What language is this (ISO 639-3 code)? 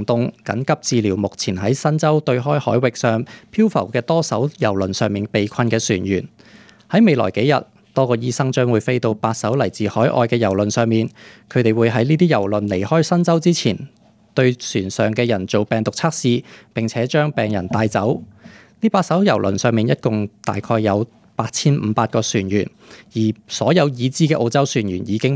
yue